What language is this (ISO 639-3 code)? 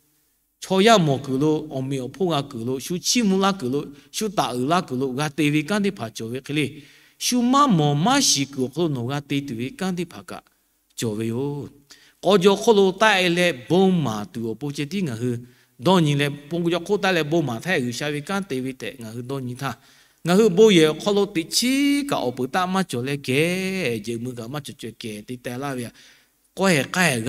lhu